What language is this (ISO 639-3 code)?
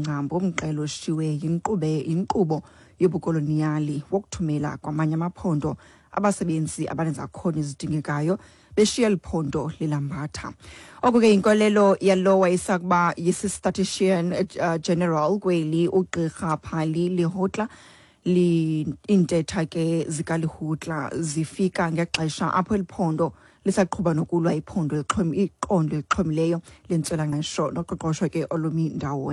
xho